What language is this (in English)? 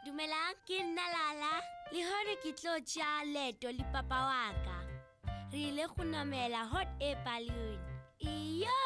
Northern Sotho